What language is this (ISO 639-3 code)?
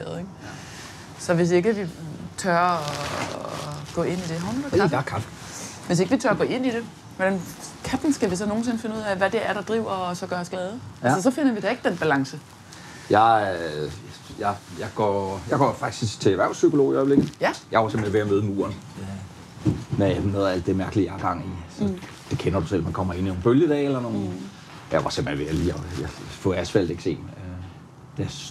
dan